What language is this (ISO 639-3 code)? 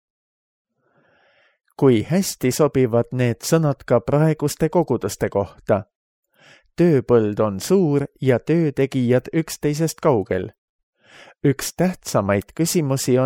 est